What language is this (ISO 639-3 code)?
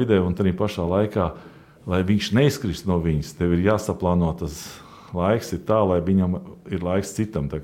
lav